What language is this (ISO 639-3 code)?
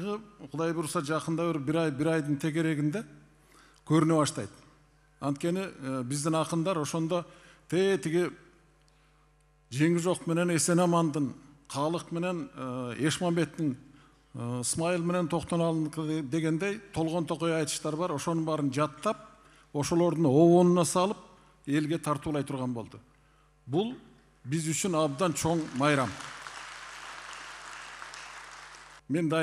kir